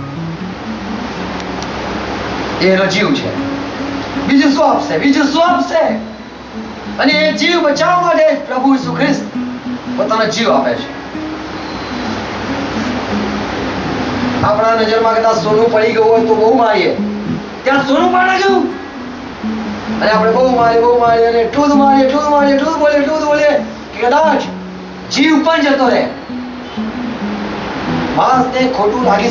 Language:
Gujarati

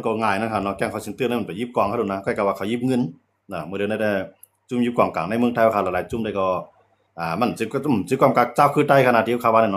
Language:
Shan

